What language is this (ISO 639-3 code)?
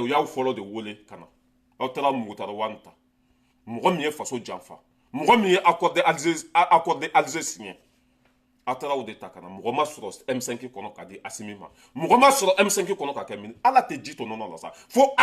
bam